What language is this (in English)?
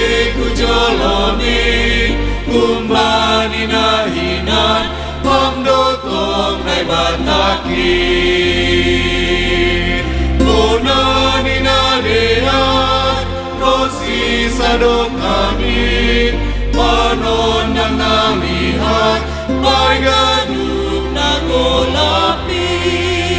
Batak Simalungun